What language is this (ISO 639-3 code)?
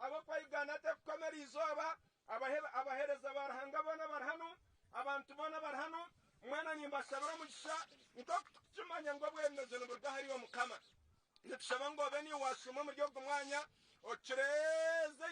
nyn